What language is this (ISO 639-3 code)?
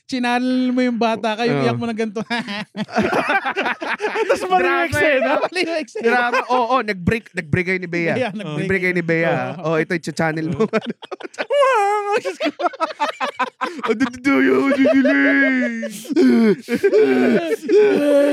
fil